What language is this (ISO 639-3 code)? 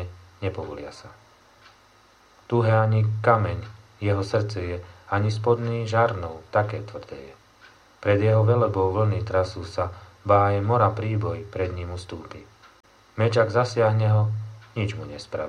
slk